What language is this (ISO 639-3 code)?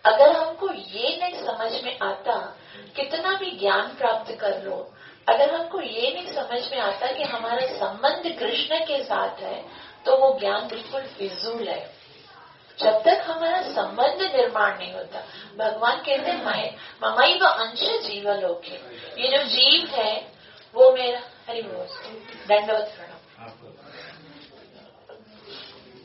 hin